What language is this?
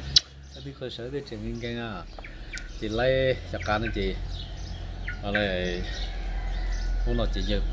Vietnamese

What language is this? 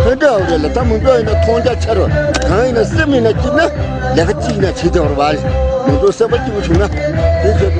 Tibetan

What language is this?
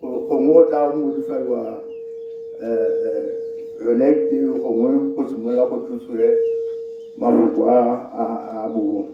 Tswana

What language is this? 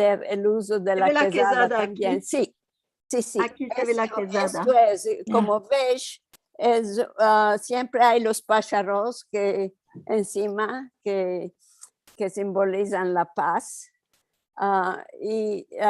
Ladino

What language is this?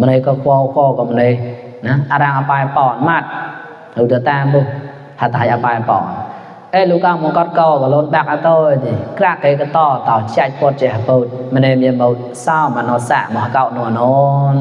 Mon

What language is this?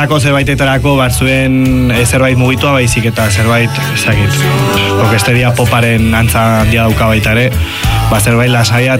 Basque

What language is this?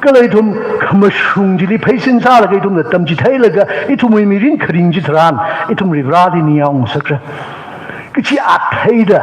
Tangkhul Naga (India)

